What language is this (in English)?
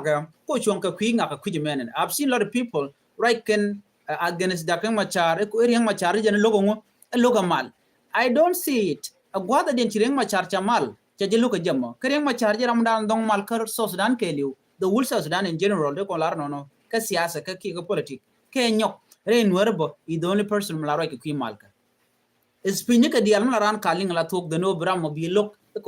Nuer